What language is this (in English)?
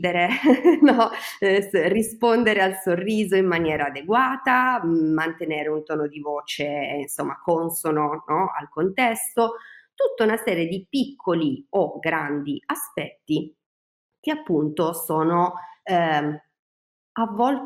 Italian